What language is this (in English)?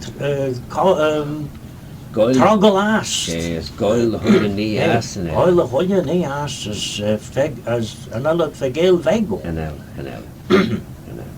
Manx